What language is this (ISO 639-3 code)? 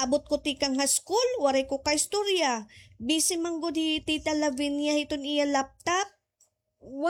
war